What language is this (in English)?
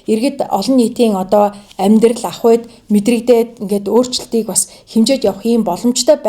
Mongolian